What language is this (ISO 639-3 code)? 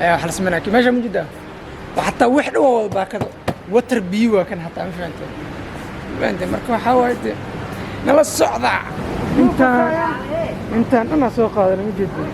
som